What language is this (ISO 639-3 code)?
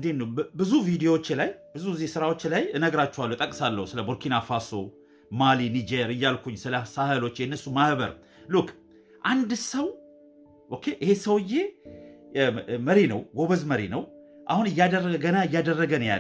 amh